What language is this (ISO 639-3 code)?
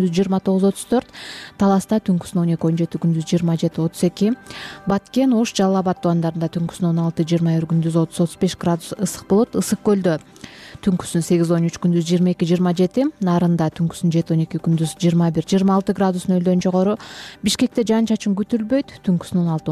kir